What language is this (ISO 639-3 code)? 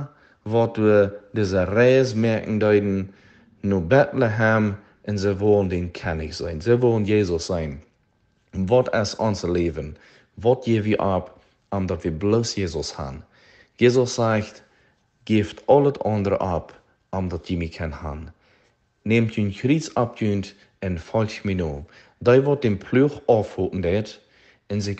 pdt